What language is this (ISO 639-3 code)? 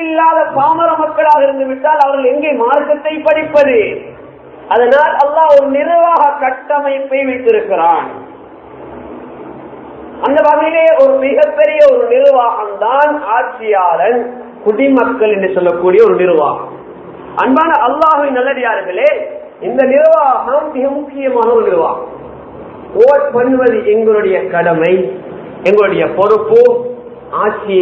tam